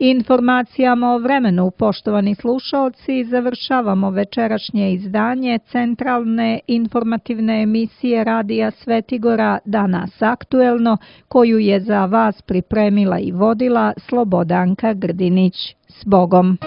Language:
Serbian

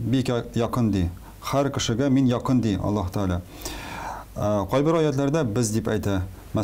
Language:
Tatar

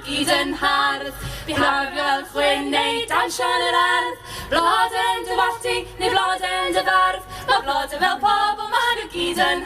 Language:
Welsh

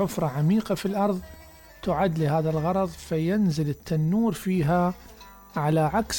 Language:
Mesopotamian Arabic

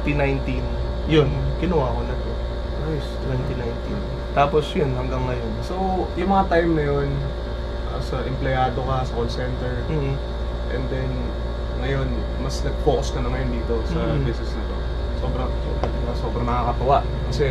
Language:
Filipino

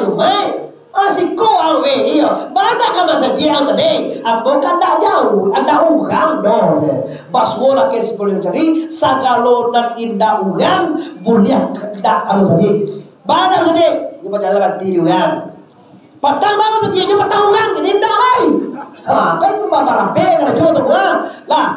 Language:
Minangkabau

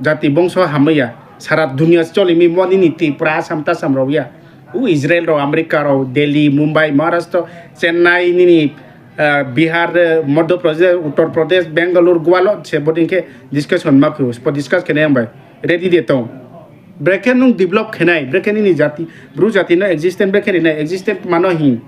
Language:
Riang (India)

